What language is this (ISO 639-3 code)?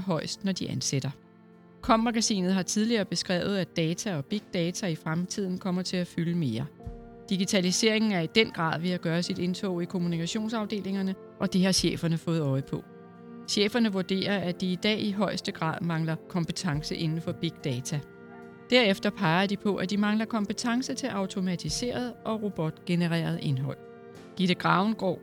dan